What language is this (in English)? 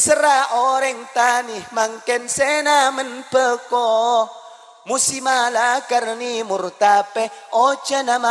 Madurese